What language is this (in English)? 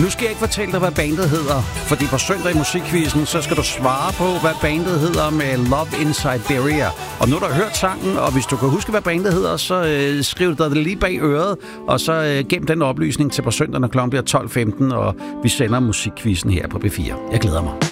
Danish